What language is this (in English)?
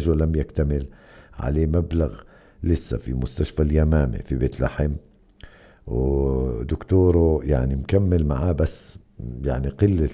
North Levantine Arabic